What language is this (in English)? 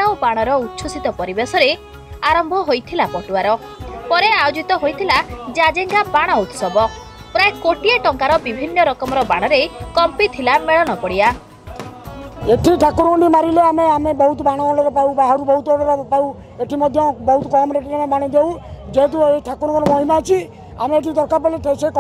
Odia